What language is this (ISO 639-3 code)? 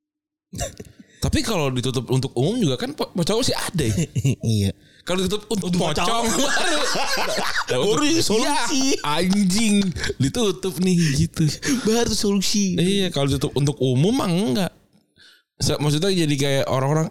ind